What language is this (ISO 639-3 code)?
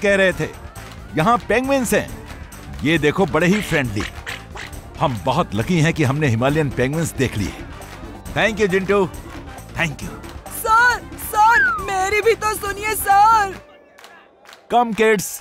hin